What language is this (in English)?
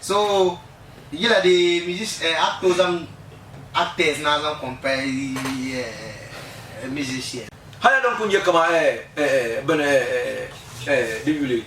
Dagbani